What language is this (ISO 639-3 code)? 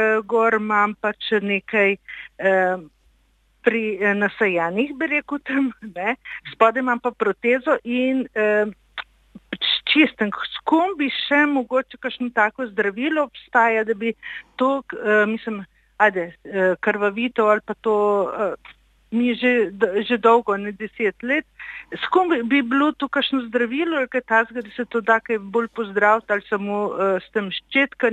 slv